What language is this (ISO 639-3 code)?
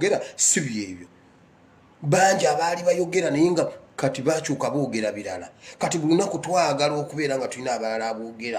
lug